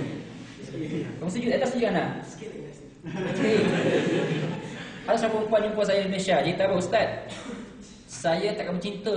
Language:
Malay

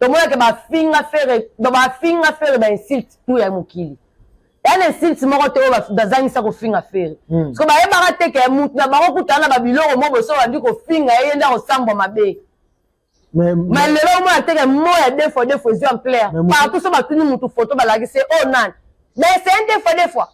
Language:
Lingala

